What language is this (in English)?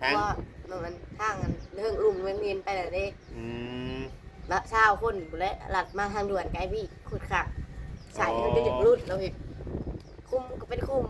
Northeastern Thai